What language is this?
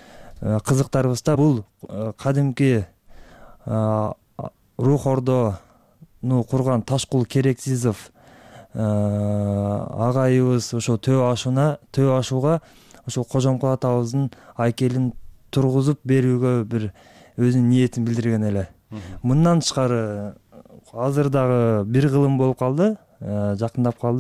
Kyrgyz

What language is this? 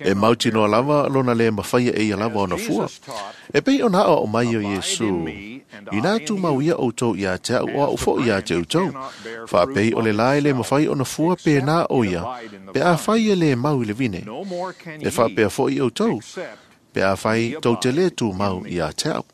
Samoan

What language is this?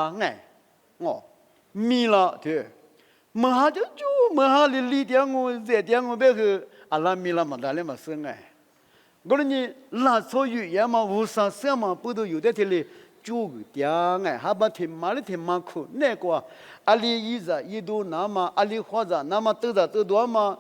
Lisu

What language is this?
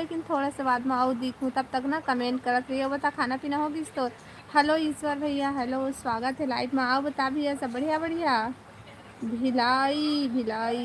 Chhattisgarhi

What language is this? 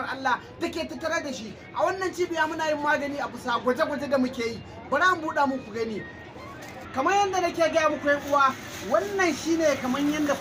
Hausa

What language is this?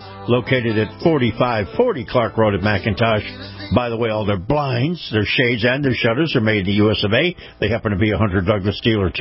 English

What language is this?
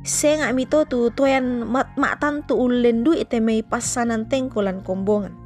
Toraja-Sa'dan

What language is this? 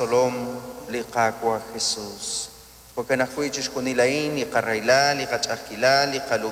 Kekchí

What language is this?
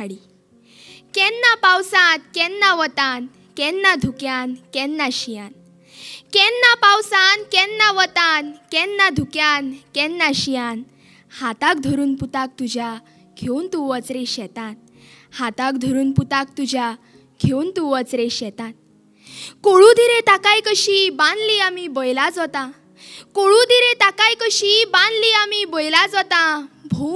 Konkani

